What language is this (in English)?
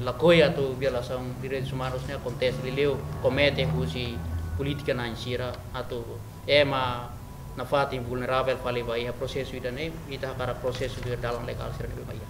Tetum